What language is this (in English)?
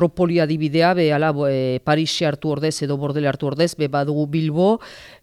Basque